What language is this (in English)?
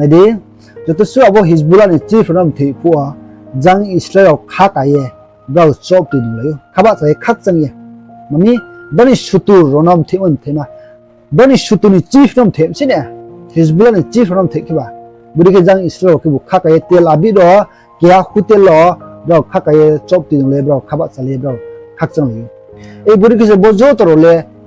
Riang (India)